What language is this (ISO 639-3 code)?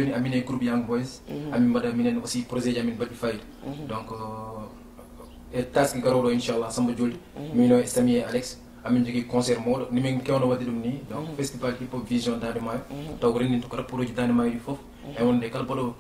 ful